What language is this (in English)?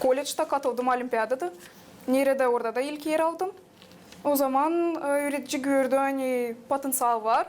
Gagauz